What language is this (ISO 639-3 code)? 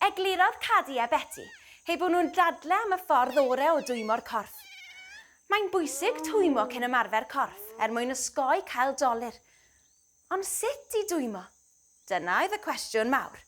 cym